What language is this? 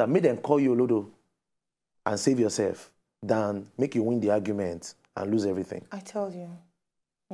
Nigerian Pidgin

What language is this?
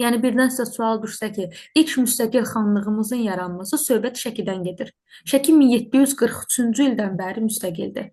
Azerbaijani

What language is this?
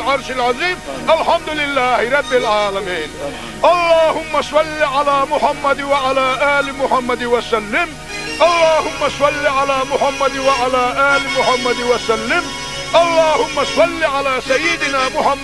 Chechen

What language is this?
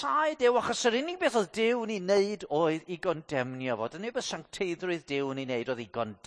Welsh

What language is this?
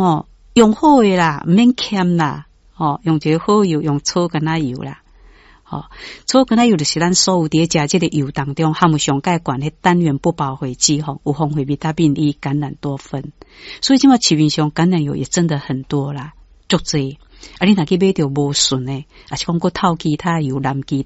Min Nan Chinese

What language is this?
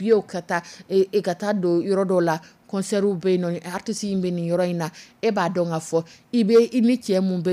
Dyula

